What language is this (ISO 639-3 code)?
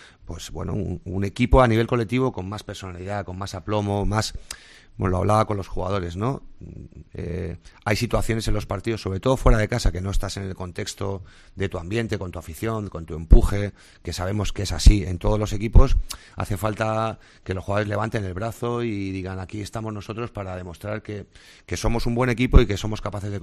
spa